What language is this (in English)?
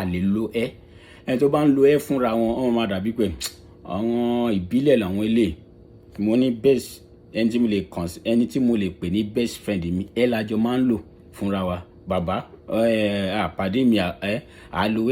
Yoruba